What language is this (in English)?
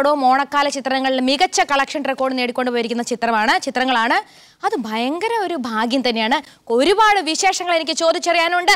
Malayalam